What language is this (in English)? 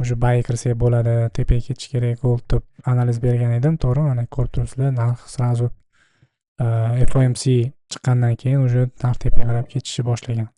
Uzbek